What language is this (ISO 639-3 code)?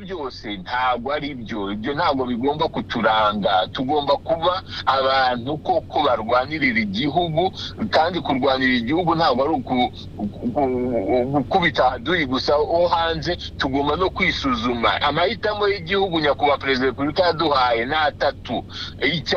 kin